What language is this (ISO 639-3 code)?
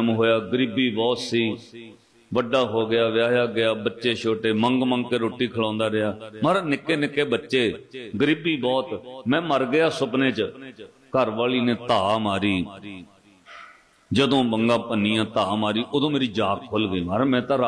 pan